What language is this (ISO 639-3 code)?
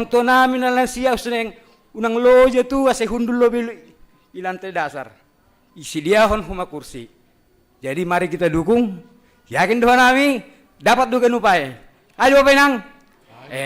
bts